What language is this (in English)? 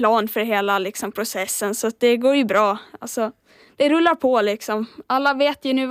Swedish